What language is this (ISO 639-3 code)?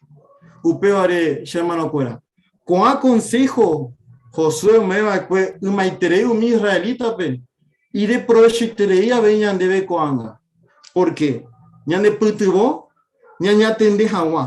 grn